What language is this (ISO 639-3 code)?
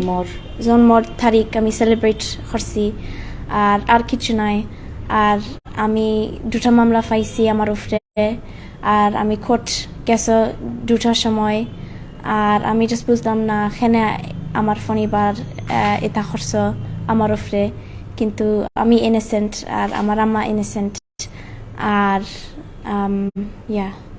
syl